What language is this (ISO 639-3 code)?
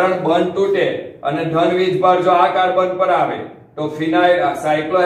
guj